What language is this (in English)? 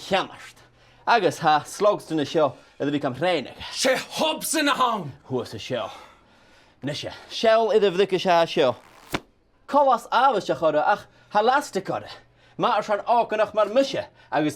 Scottish Gaelic